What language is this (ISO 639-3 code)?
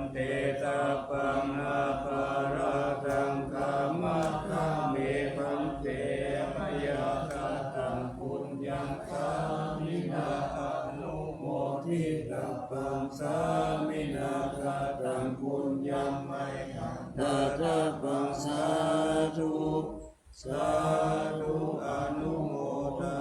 pli